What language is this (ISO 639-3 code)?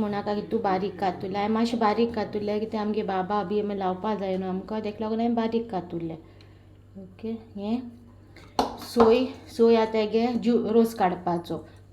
kok